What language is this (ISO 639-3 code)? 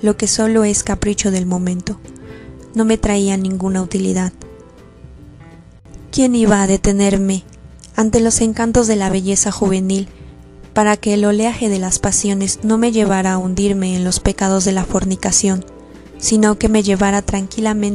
spa